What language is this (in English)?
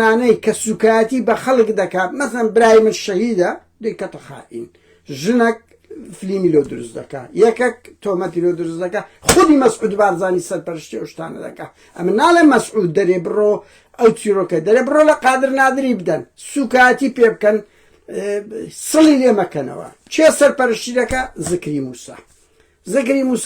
Central Kurdish